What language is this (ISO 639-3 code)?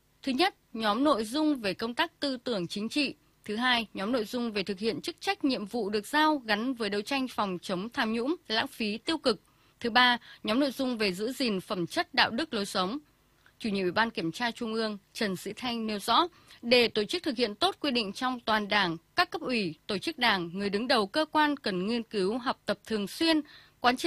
vie